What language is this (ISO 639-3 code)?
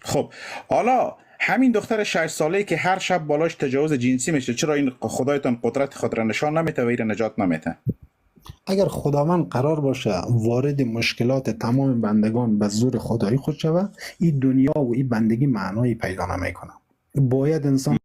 fas